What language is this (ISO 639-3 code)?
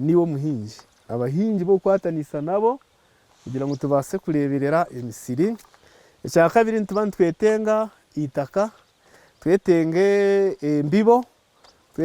nyn